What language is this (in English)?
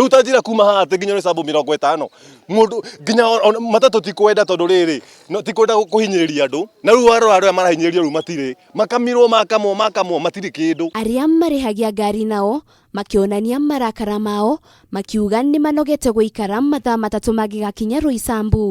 Kikuyu